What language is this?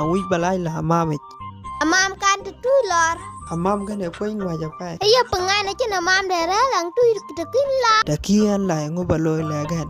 Dinka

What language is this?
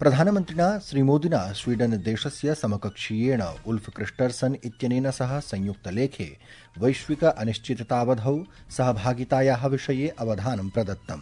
Sanskrit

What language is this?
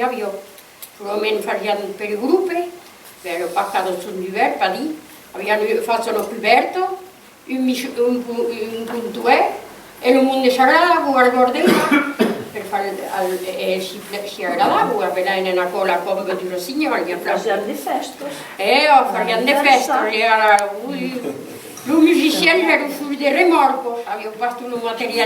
Occitan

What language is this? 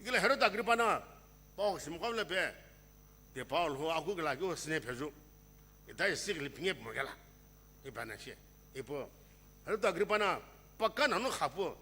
Sumi Naga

